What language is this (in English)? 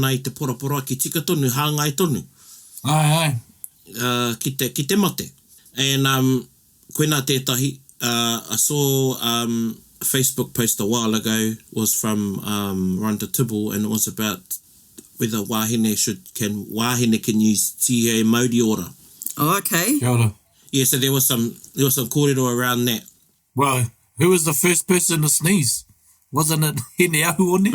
Māori